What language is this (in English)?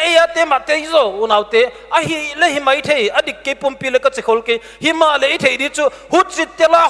Paite Chin